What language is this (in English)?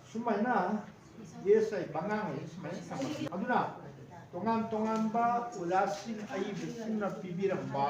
Manipuri